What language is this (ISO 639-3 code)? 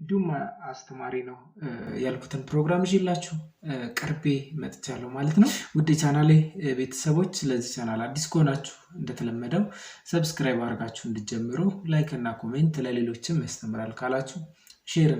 amh